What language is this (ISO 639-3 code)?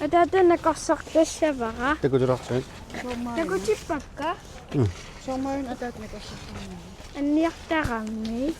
kal